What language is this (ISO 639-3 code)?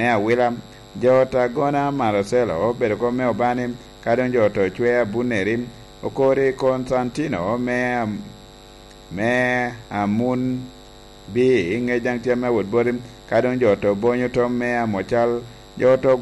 laj